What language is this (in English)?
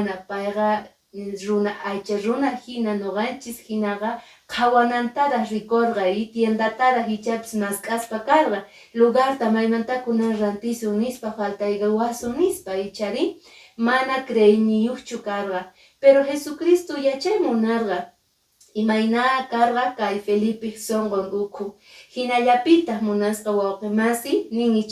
Quechua